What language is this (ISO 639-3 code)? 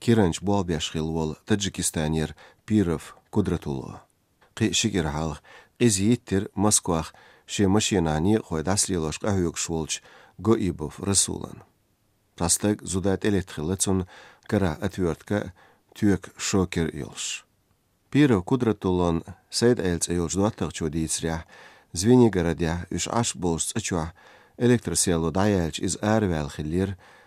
che